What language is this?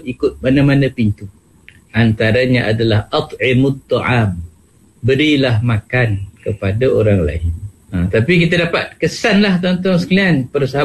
Malay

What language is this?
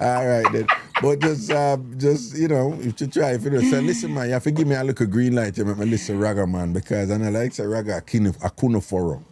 Jamaican Creole English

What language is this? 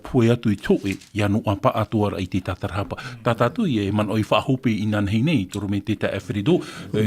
Tahitian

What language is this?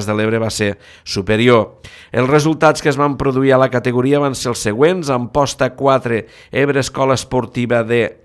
Catalan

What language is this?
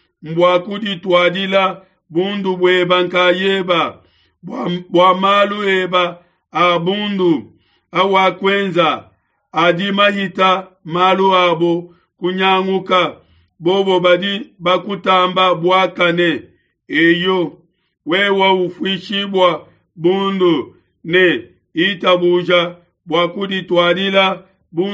Luba-Lulua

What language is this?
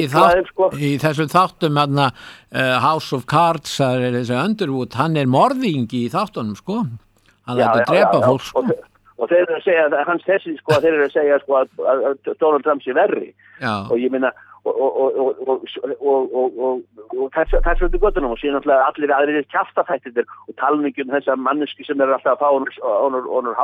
Icelandic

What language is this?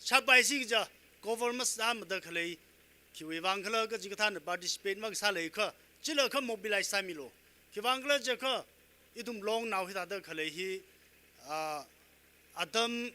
Tangkhul Naga (India)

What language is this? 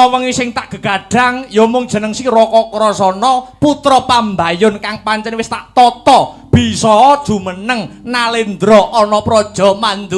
Javanese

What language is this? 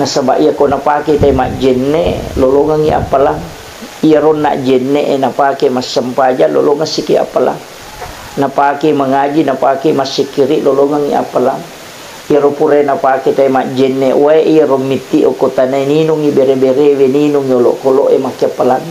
Buginese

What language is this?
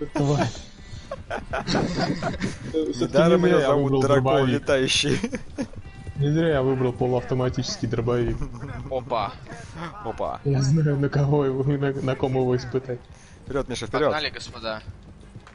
Russian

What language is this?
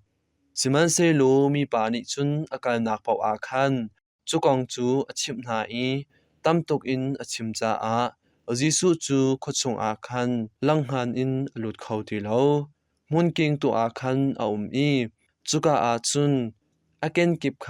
Hakha Chin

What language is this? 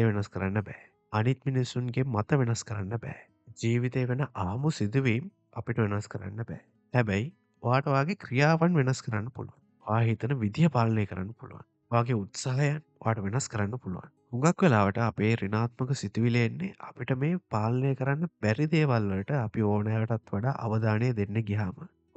Sinhala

